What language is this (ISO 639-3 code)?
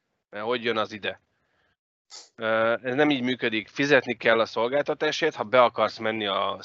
hun